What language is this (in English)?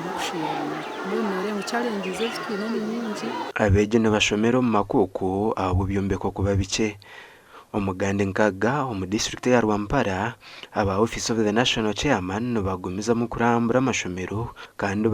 Nyankole